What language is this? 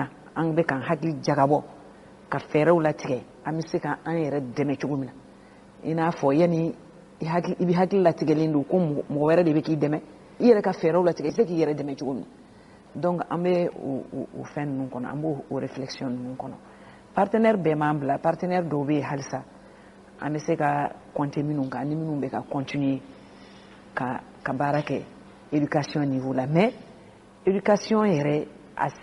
Bambara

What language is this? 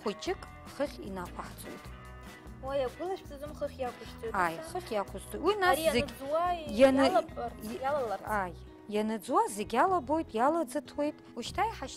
Abkhazian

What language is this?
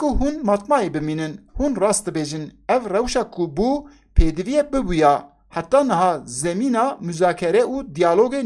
Kurdish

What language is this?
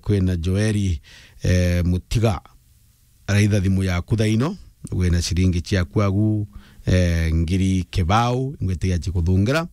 Meru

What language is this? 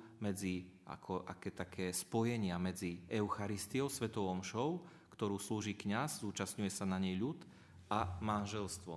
Slovak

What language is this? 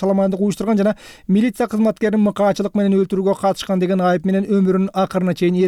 Kyrgyz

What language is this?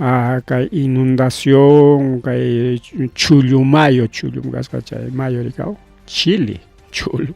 Ayacucho Quechua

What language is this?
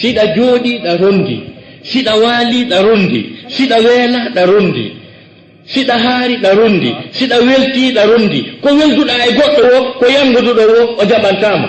Fula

